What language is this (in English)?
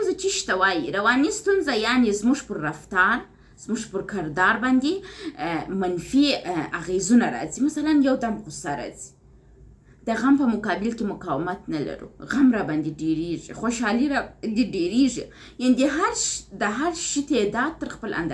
Pashto